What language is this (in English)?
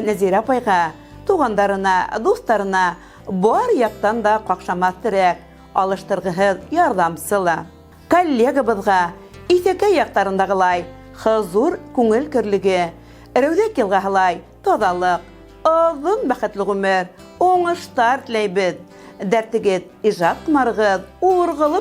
Bashkir